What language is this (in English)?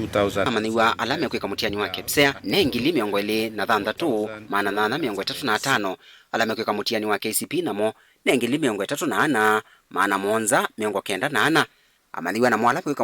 Kamba